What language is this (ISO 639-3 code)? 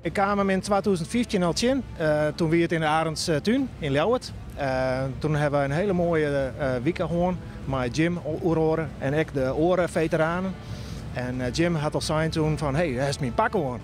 fry